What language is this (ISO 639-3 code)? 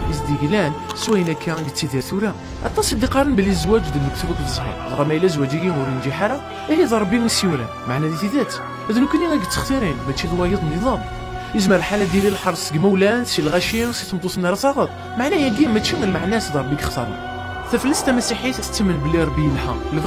kab